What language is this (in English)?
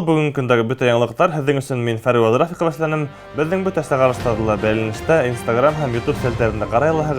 Bashkir